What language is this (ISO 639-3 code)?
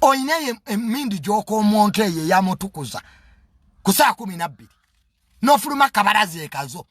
lug